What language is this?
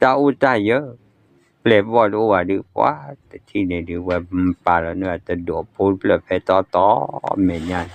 S'gaw Karen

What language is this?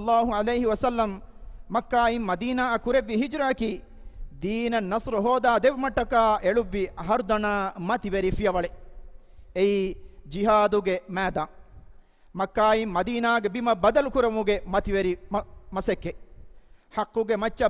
Divehi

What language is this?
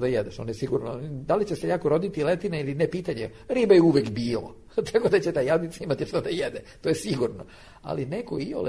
Serbian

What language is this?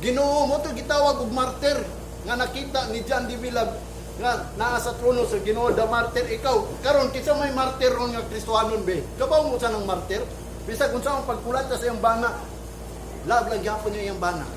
Cebuano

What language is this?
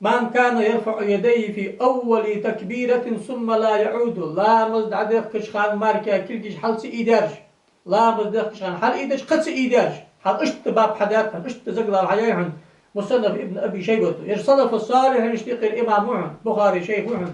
Ingush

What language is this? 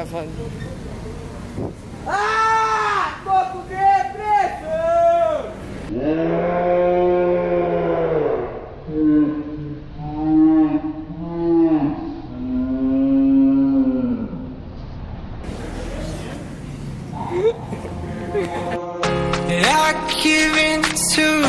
Portuguese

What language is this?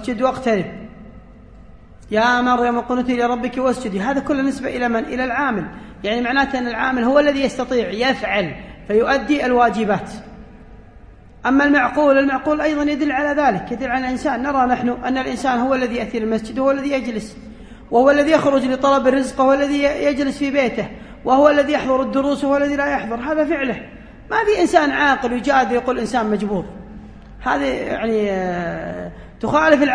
Arabic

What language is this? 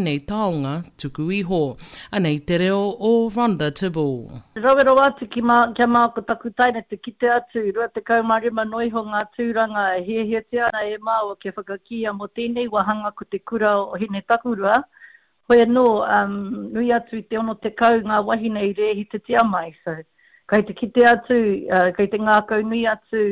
Māori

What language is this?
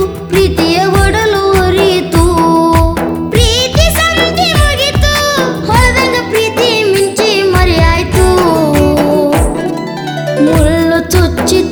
Kannada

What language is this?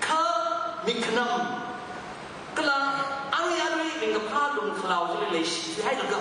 Tangkhul Naga (India)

